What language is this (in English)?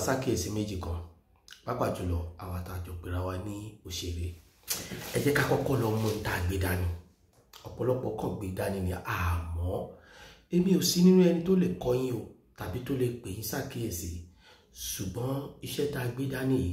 Yoruba